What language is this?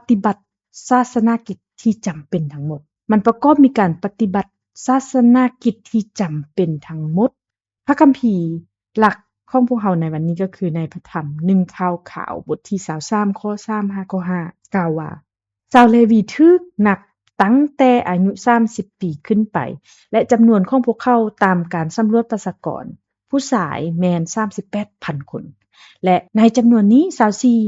Lao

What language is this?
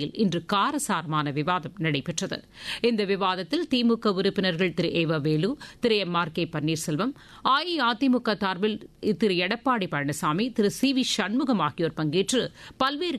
Tamil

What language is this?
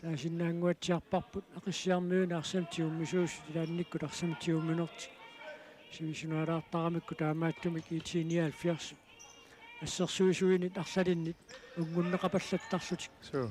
Kalaallisut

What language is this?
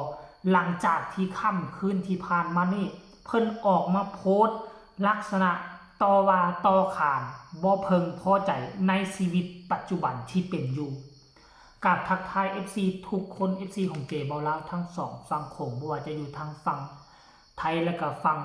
Northeastern Thai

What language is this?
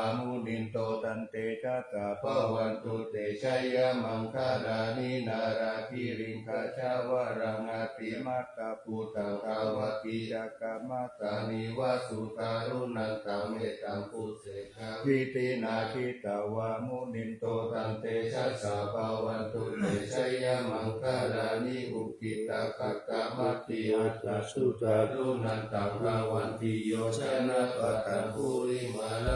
Pali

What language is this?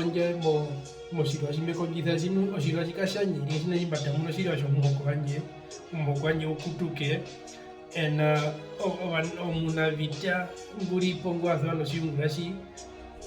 Herero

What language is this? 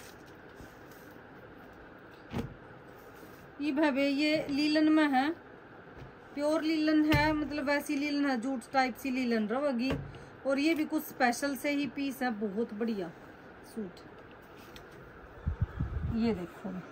Hindi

